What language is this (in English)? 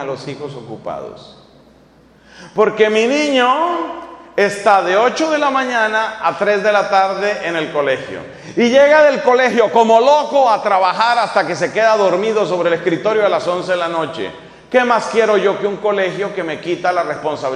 Spanish